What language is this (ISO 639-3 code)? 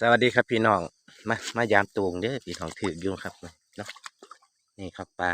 tts